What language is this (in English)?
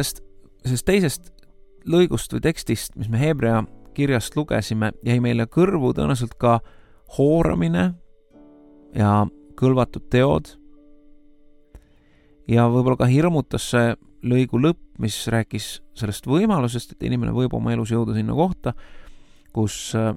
Estonian